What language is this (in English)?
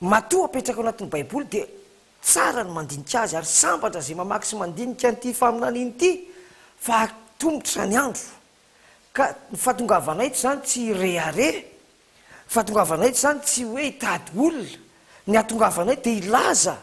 Malagasy